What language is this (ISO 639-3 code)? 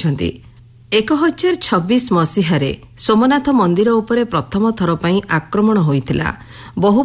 ori